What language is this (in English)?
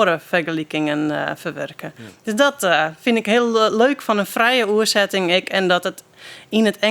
Western Frisian